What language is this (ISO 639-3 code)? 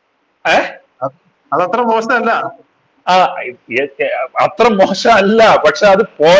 mal